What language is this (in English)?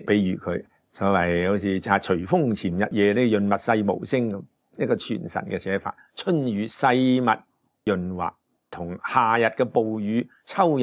Cantonese